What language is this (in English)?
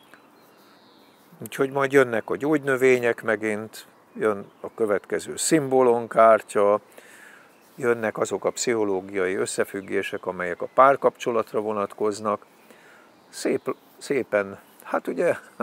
Hungarian